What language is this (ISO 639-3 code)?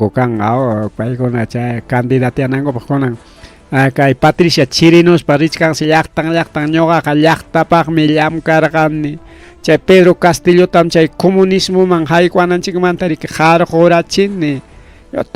quy